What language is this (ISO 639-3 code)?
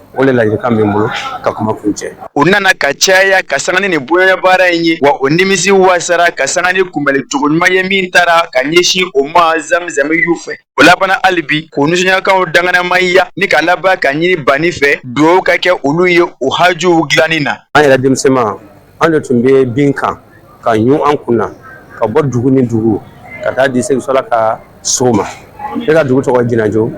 bam